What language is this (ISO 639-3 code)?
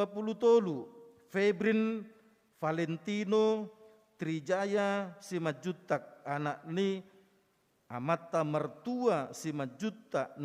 bbc